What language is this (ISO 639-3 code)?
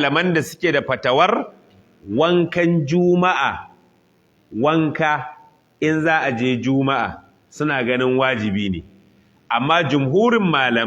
hau